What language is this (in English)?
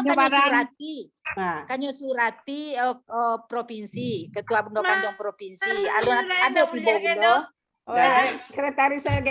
Minangkabau